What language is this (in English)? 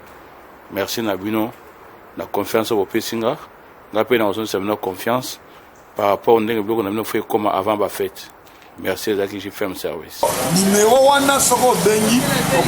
Lingala